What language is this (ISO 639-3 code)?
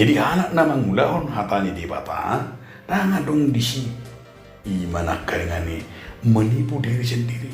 bbc